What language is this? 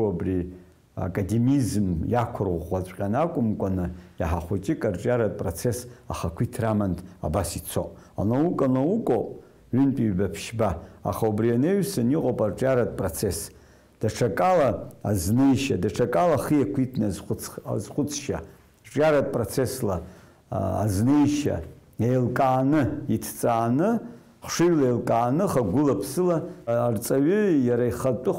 Abkhazian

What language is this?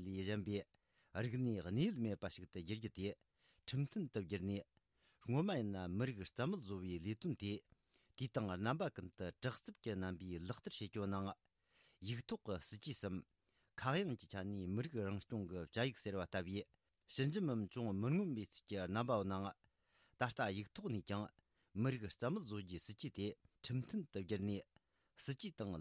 Tibetan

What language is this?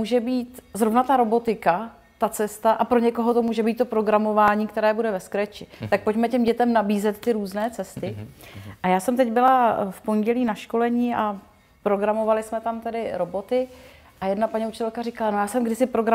Czech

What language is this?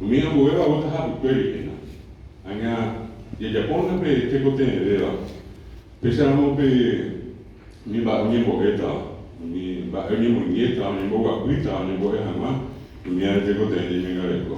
Guarani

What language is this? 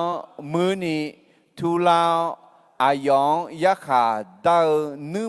Akha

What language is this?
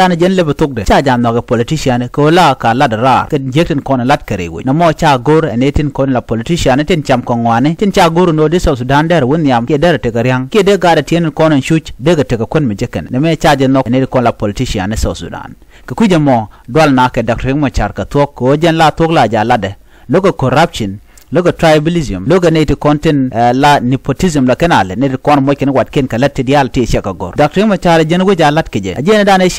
Nuer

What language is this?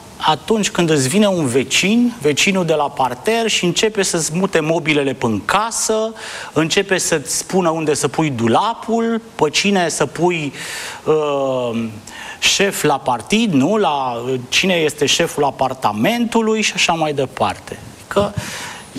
Romanian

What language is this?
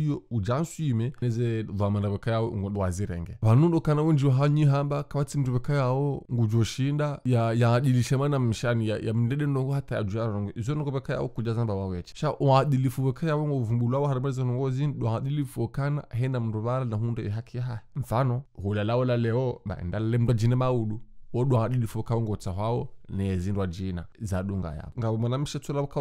Ngazidja Comorian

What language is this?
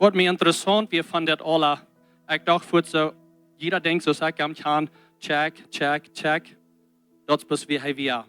Plautdietsch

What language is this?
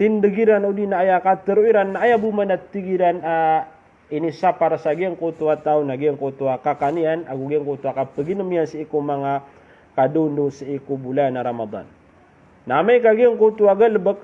Maranao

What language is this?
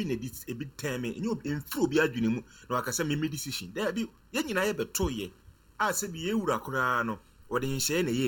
Akan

